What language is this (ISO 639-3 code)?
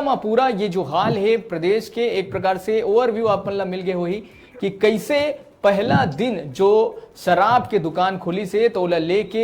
hne